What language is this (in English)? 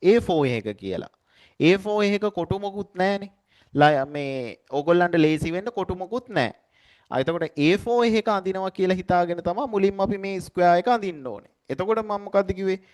Sinhala